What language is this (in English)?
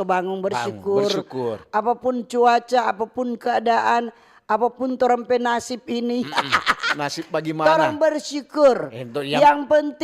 Manado Malay